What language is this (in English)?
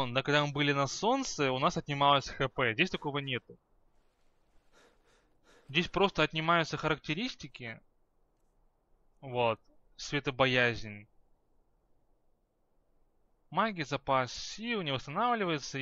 Russian